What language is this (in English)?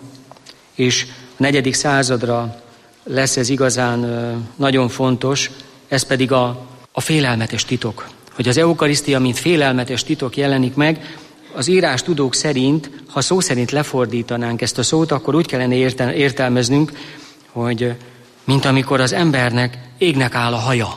Hungarian